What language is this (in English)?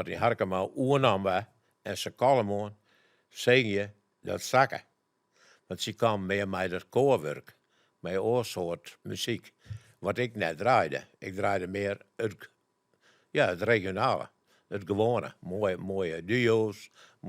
Western Frisian